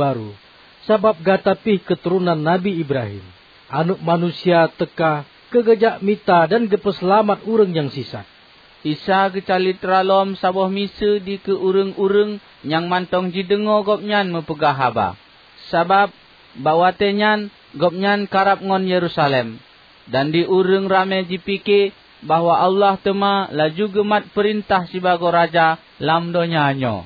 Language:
Achinese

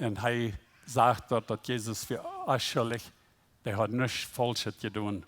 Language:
Plautdietsch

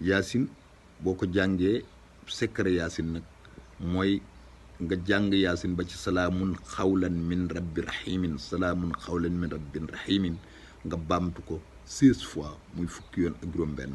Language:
Wolof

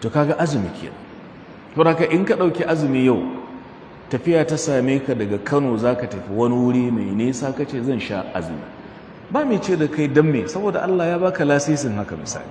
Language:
Hausa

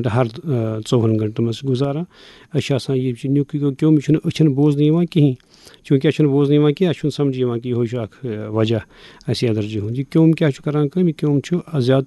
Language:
Kashmiri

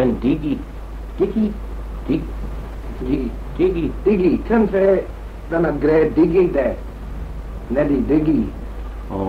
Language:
Manx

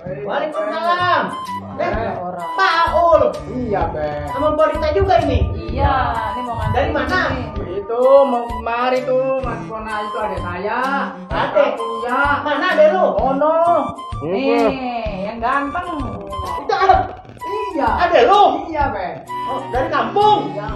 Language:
Betawi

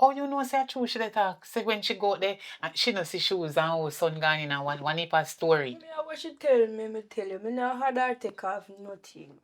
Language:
Jamaican Creole English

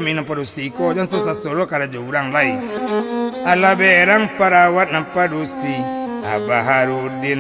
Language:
Minangkabau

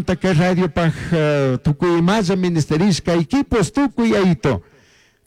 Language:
Chimborazo Highland Quichua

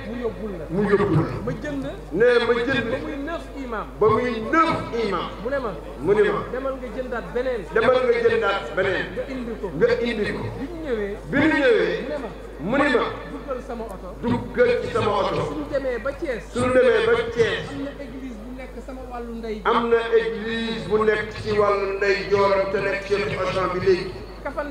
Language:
Wolof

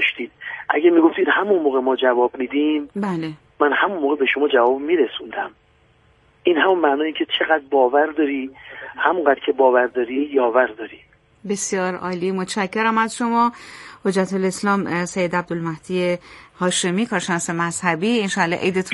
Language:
Persian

